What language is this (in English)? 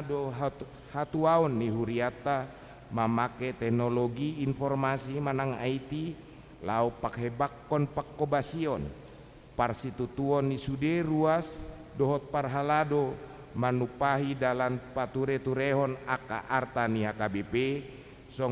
Batak Toba